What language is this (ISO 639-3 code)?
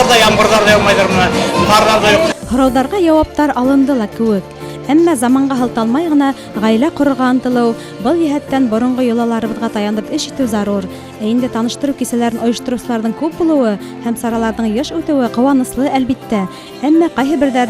bak